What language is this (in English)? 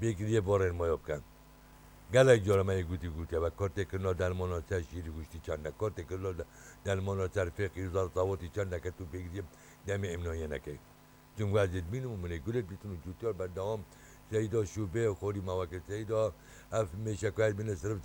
Kurdish